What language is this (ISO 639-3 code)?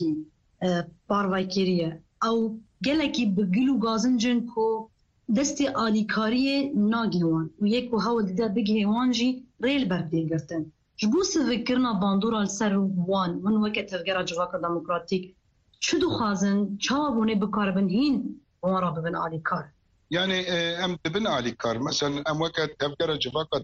kur